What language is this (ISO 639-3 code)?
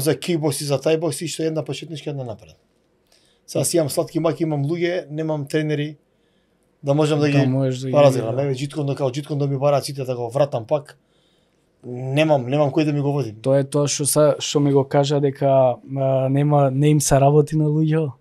mkd